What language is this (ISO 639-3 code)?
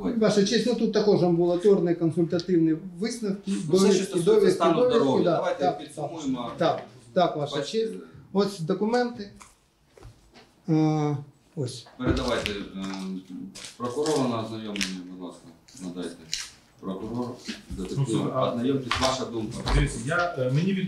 ukr